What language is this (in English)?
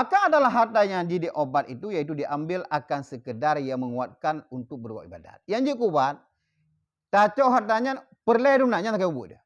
Achinese